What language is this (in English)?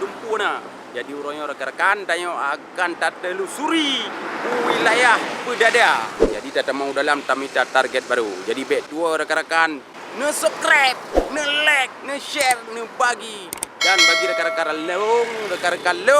Achinese